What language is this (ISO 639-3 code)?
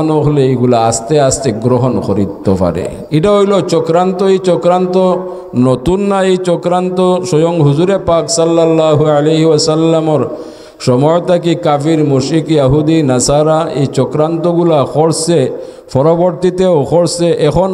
syl